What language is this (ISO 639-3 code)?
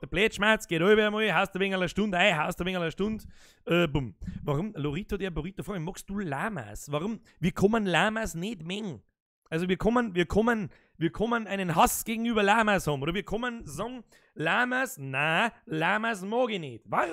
bar